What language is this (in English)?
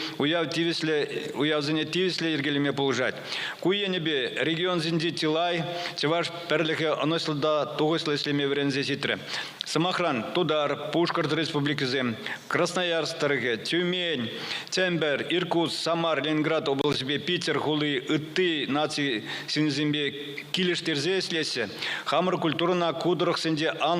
Chuvash